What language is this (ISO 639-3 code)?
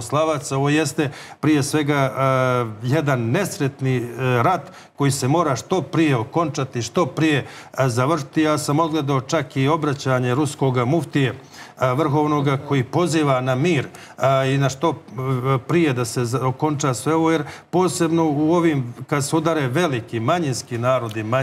srp